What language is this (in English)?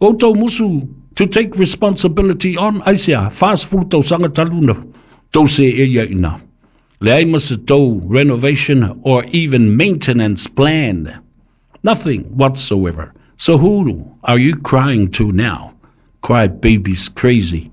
Samoan